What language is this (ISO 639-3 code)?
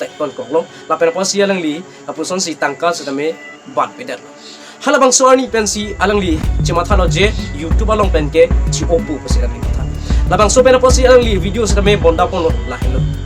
mjw